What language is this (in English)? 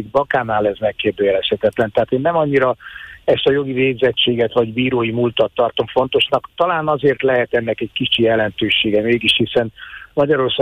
Hungarian